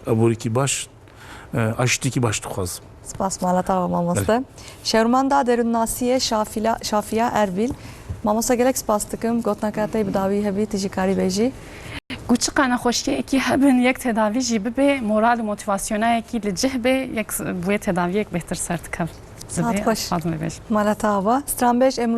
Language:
Kurdish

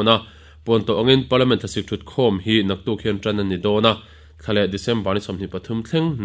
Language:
Mizo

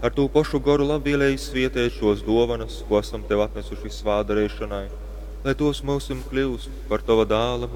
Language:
Latgalian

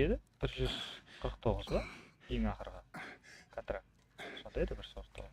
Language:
Kara-Kalpak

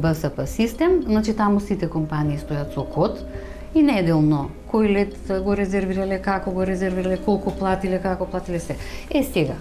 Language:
Macedonian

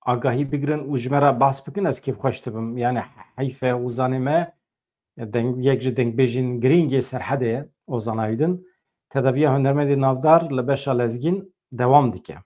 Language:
Kurdish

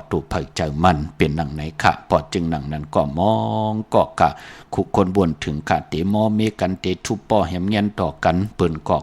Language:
Shan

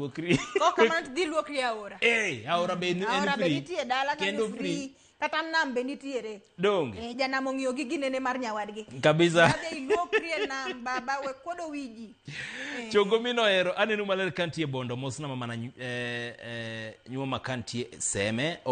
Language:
Luo (Kenya and Tanzania)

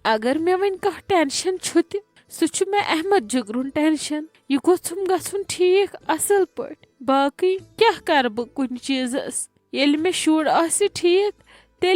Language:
Kashmiri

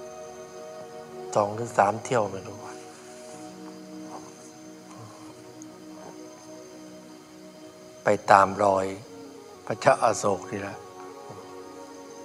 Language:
Thai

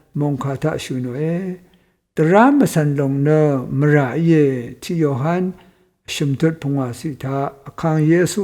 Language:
Rawang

